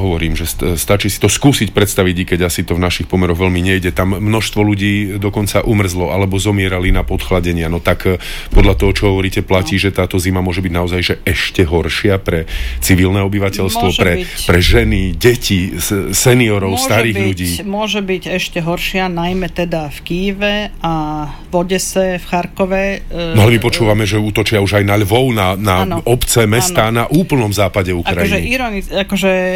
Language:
Slovak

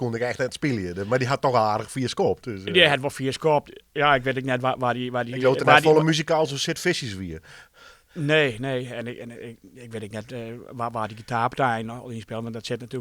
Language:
Western Frisian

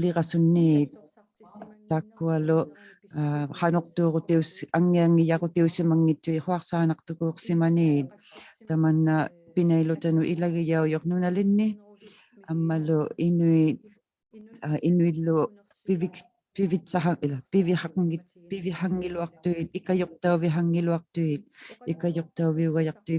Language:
Inuktitut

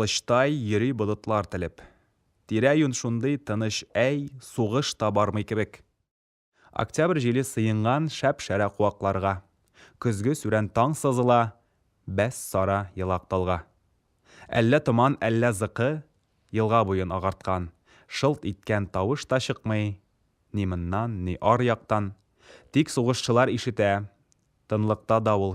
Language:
Tatar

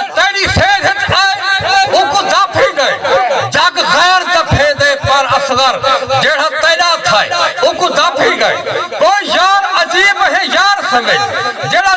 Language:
Saraiki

